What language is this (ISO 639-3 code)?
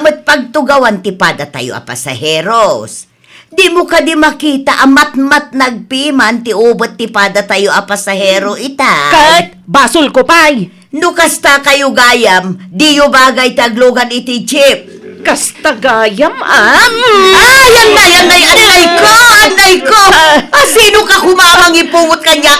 ilo